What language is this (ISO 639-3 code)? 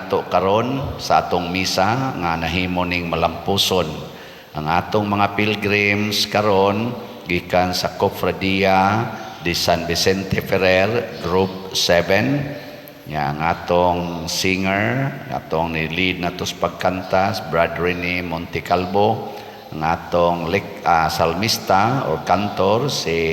ceb